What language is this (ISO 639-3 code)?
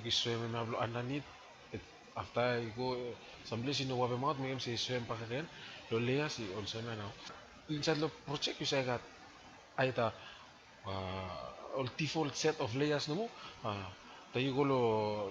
bis